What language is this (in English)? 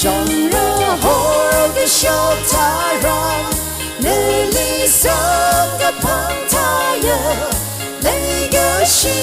Tangkhul Naga (India)